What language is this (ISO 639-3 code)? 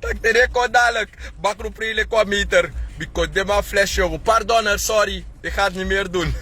srn